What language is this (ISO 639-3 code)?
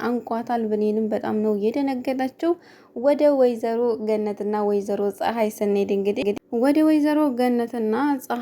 amh